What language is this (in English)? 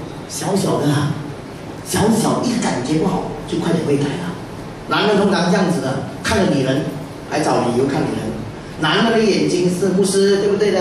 Chinese